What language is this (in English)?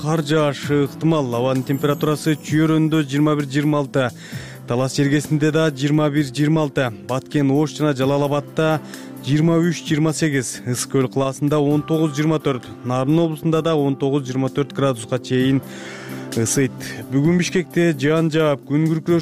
Kyrgyz